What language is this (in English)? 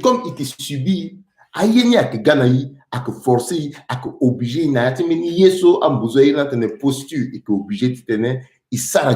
Sango